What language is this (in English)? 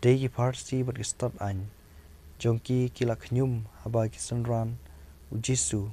Khasi